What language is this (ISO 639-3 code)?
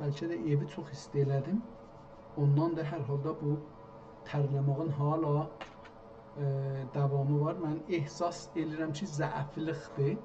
azb